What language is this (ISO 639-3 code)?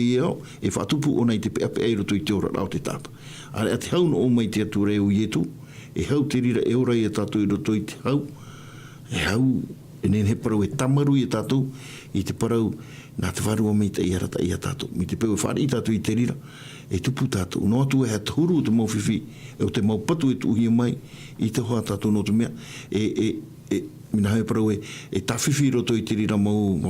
tah